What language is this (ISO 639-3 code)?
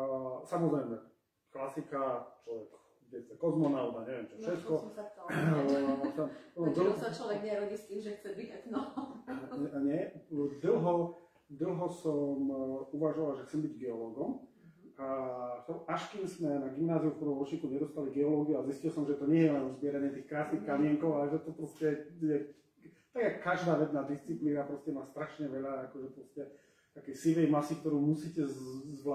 slk